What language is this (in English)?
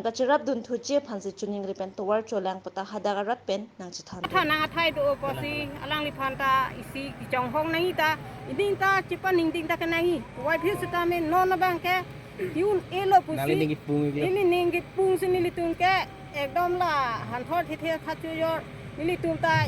Karbi